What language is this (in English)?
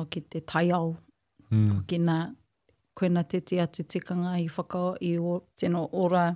Māori